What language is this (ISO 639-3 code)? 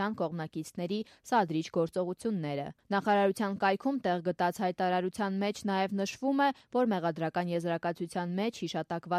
hye